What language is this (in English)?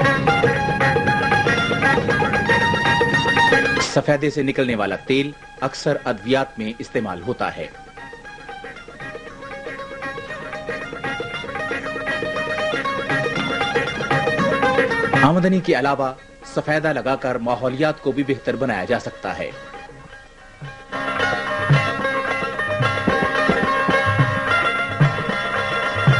Urdu